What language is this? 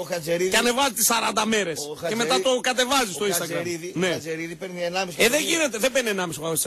Greek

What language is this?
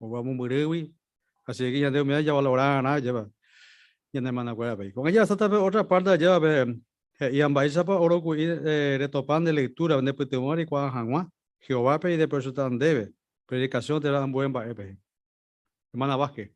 Guarani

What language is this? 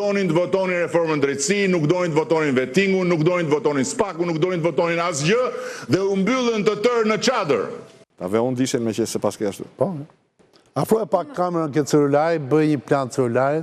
Albanian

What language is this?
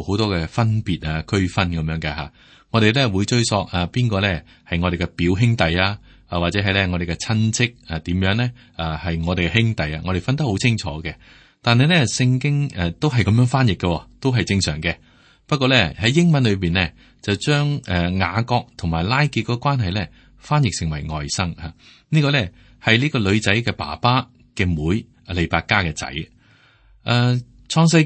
Cantonese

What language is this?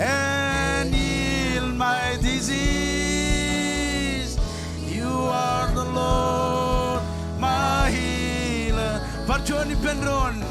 Marshallese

